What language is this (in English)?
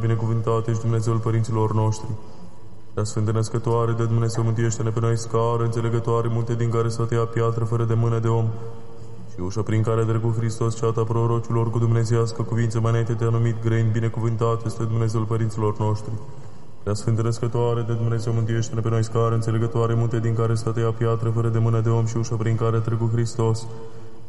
Romanian